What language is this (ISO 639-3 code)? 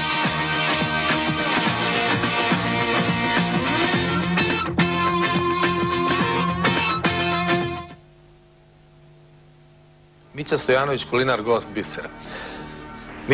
srp